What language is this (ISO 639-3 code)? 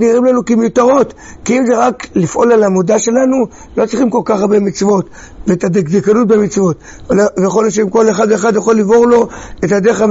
heb